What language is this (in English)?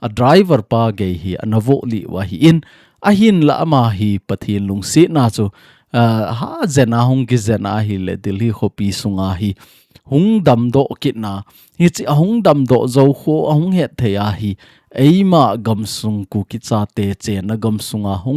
Thado Chin